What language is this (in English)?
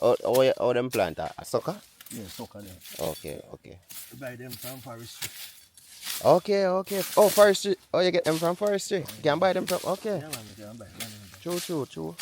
Jamaican Creole English